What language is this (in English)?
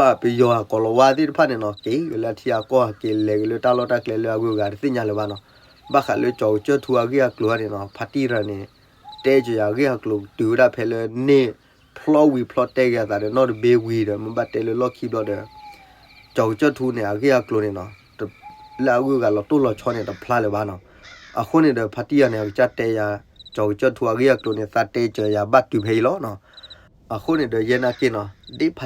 S'gaw Karen